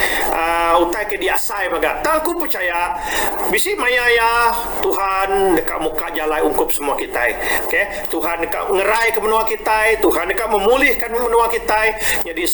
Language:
Iban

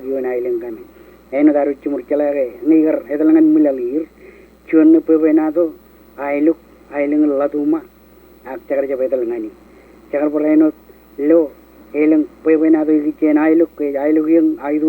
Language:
Marshallese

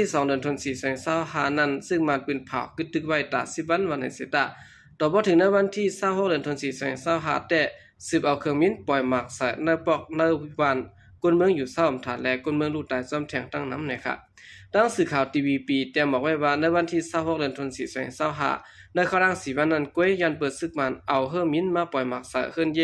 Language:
Shan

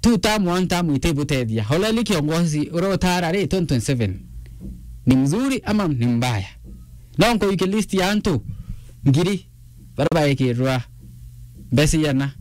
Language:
Meru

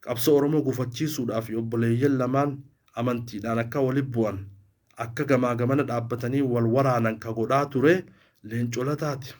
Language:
Oromo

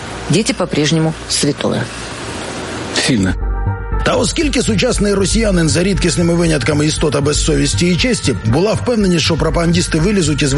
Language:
Ukrainian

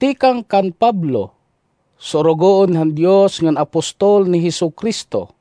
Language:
Waray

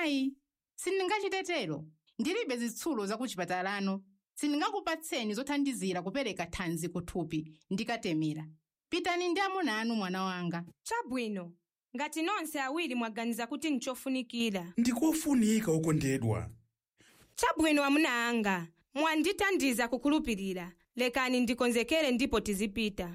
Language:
Nyanja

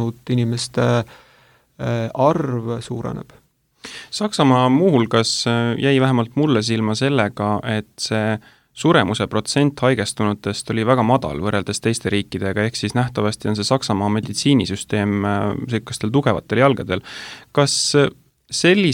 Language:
Estonian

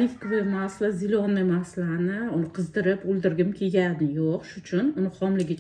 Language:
Uzbek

